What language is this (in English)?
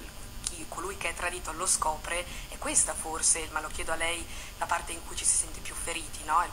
Italian